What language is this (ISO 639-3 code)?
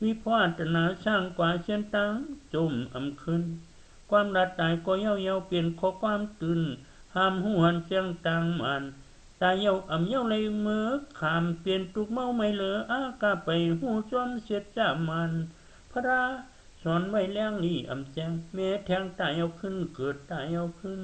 shn